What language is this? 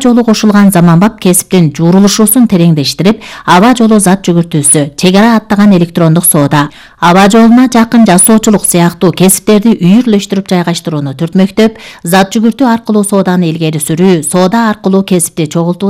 Kyrgyz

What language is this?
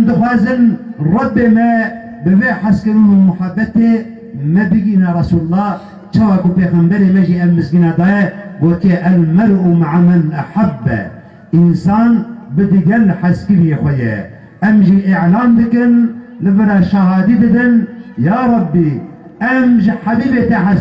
Kurdish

